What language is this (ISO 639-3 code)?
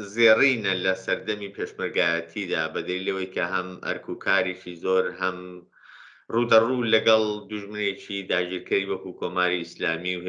ckb